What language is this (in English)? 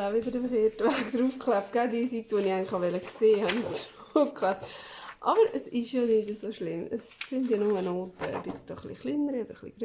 Swiss German